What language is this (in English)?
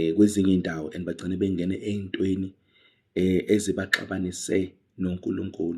Zulu